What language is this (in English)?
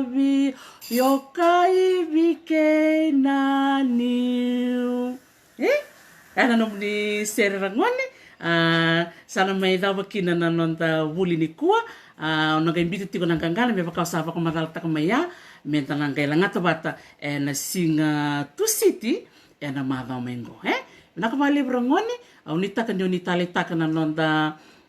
Fijian